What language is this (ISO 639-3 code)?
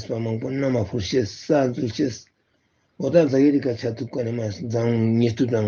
lbj